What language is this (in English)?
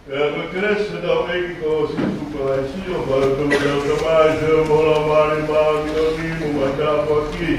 Tongan